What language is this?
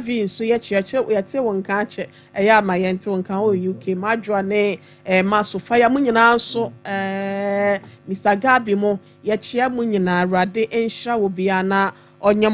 Akan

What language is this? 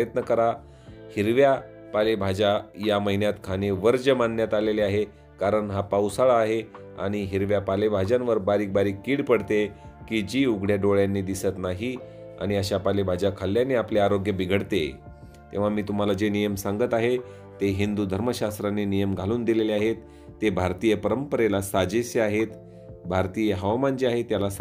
Marathi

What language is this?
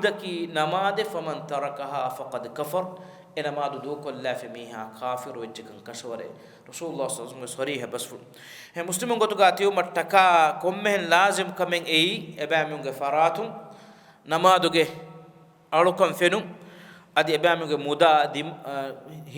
Divehi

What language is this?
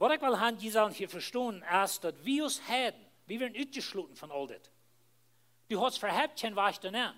Plautdietsch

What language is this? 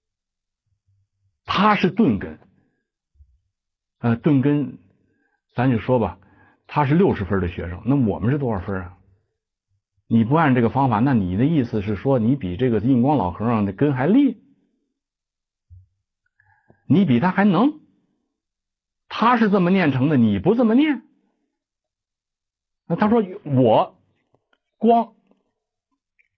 Chinese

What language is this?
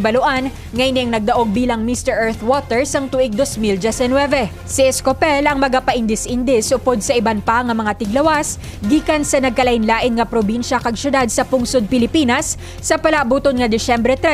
Hiligaynon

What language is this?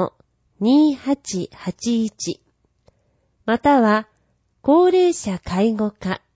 Japanese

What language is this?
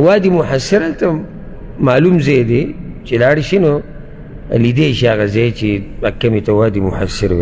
Pashto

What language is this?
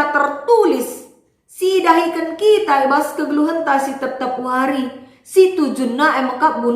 Batak Karo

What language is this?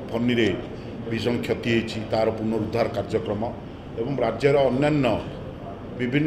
Odia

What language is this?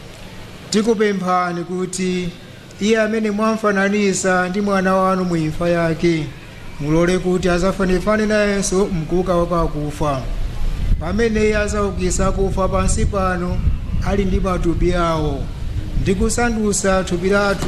Nyanja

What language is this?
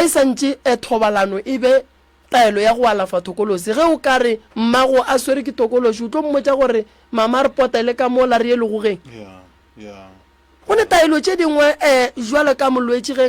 Northern Sotho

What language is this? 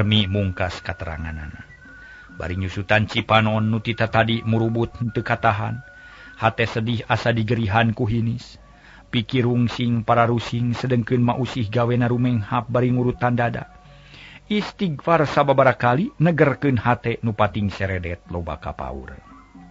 Sundanese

